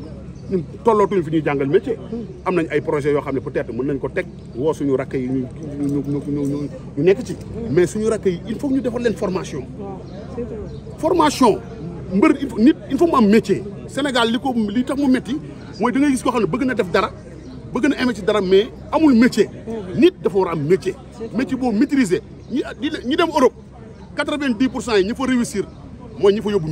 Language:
Wolof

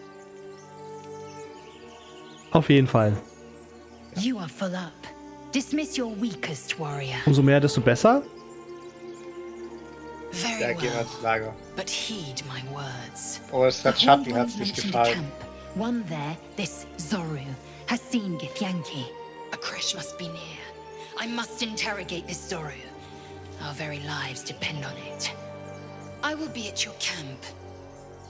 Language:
German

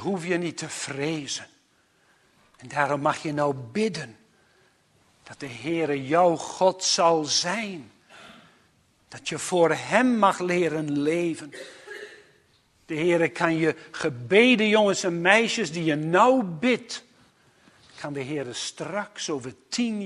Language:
Dutch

